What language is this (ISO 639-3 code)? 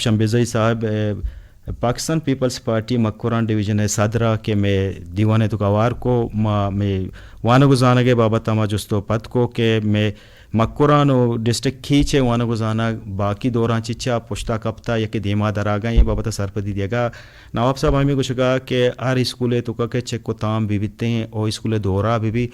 bgp